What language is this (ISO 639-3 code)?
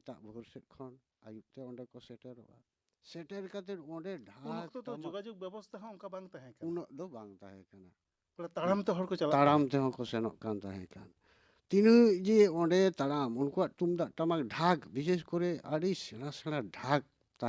sat